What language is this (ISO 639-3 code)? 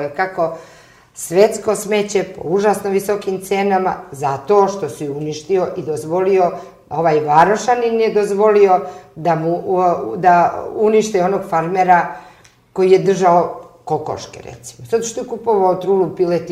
srp